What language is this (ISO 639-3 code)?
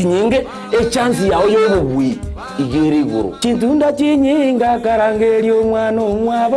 guz